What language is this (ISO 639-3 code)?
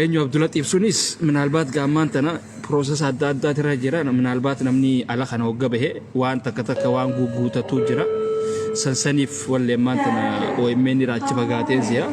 orm